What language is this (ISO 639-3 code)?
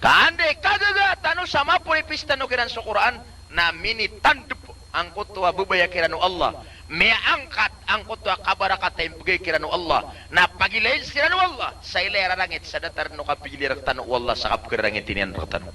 mrw